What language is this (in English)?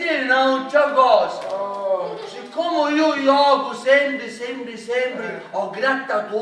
Sicilian